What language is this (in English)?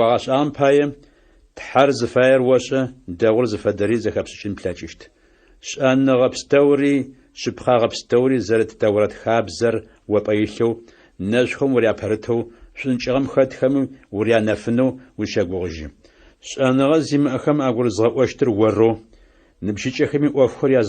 Adyghe